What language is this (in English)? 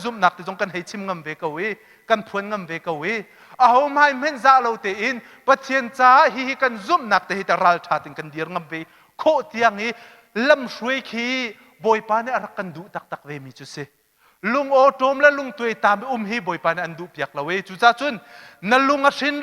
Hakha Chin